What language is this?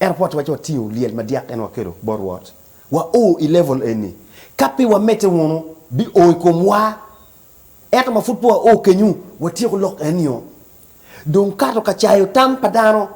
Acoli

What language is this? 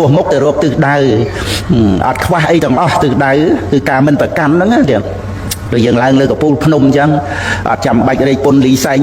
Khmer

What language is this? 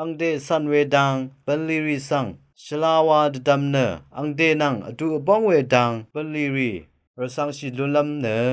Rawang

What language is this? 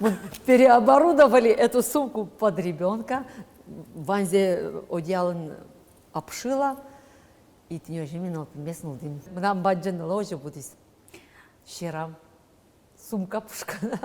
Udmurt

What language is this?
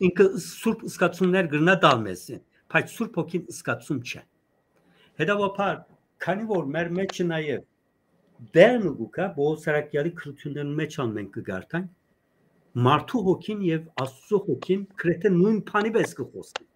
Western Armenian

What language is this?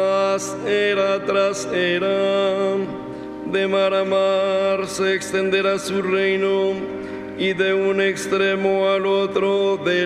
Spanish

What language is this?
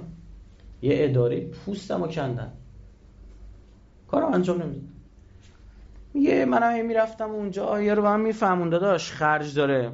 Persian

